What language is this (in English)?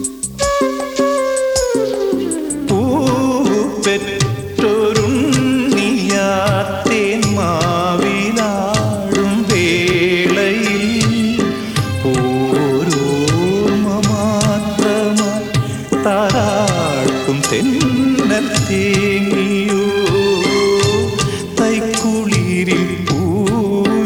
Malayalam